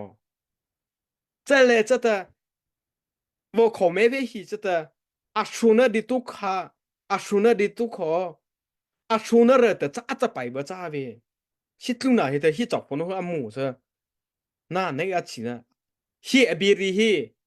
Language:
Mara Chin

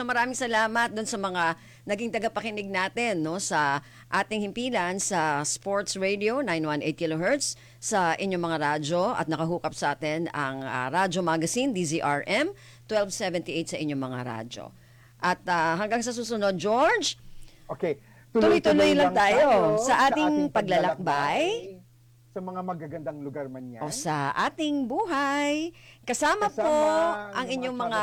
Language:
Filipino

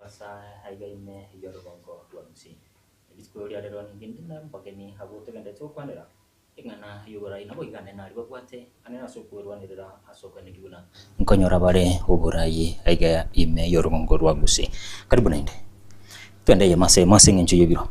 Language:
Gusii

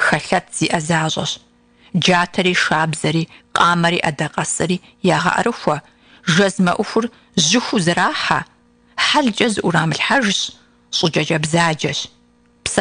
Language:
Kabardian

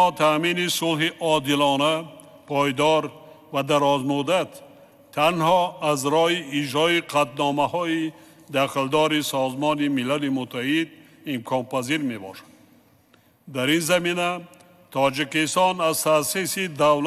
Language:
Tajik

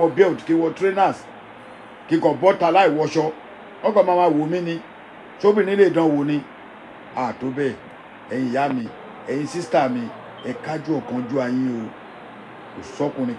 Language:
Yoruba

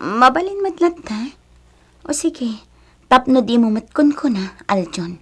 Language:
Iloko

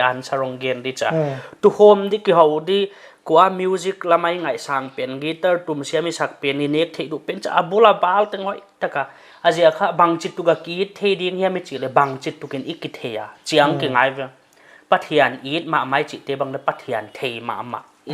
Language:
Paite Chin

